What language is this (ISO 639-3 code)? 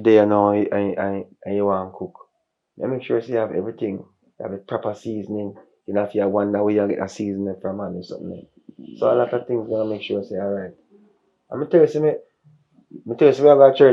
jam